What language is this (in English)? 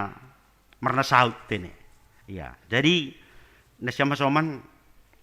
Batak Simalungun